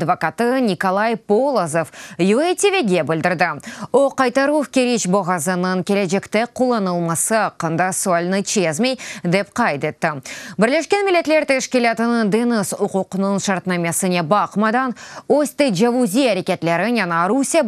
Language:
Crimean Tatar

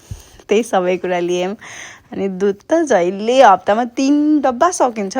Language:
Nepali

